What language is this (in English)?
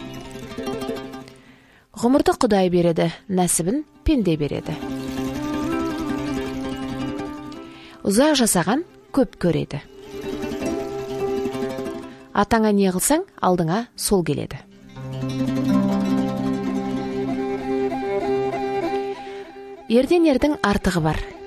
Kazakh